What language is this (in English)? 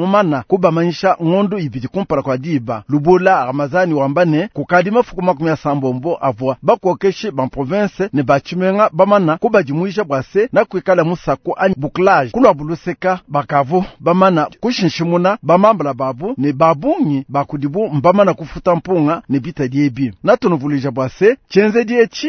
Luba-Lulua